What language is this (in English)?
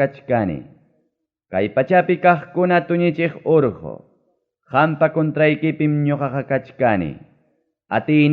Ayacucho Quechua